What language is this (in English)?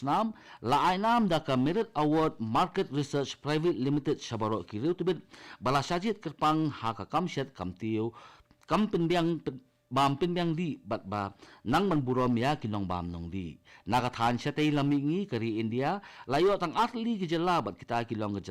Khasi